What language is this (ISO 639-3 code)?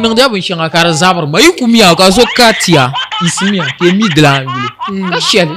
dag